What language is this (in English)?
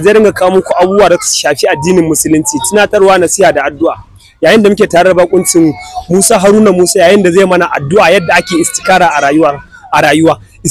Hausa